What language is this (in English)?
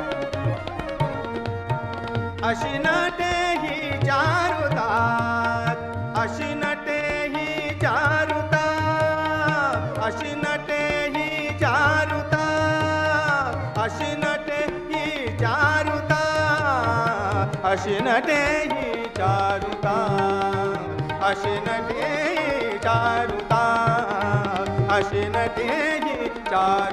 Marathi